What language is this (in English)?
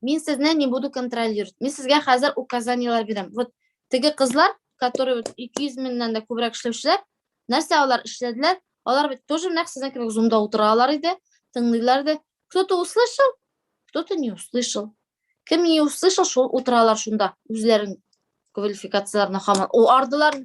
Tatar